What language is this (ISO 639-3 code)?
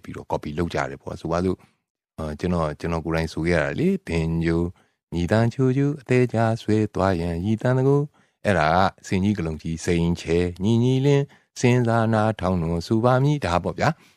mya